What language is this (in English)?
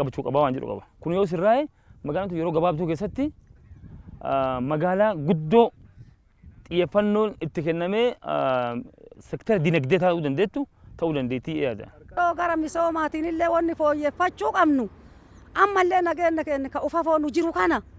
Oromo